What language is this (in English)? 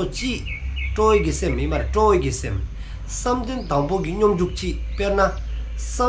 Dzongkha